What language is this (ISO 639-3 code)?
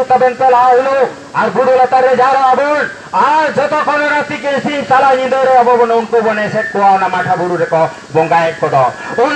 sat